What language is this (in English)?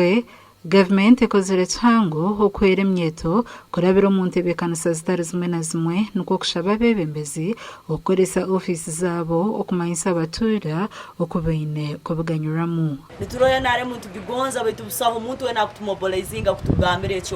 Nyankole